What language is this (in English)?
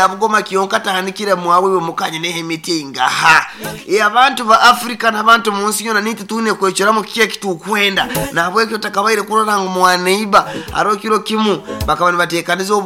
Nyoro